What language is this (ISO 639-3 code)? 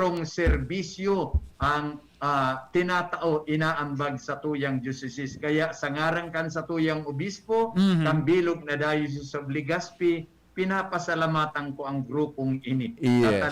bik